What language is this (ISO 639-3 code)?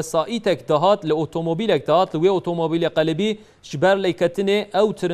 kur